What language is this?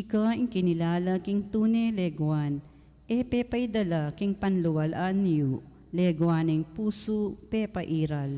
Pampanga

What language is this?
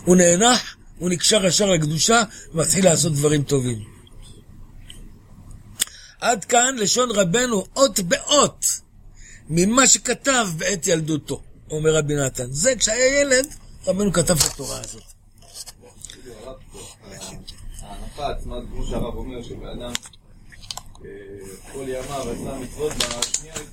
Hebrew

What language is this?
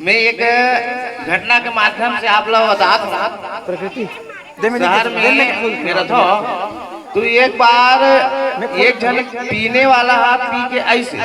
Chhattisgarhi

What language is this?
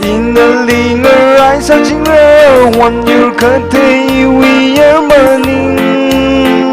Tangkhul Naga (India)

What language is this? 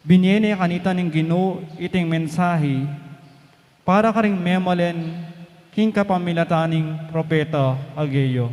Pampanga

